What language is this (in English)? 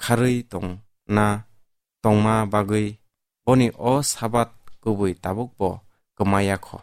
Kok Borok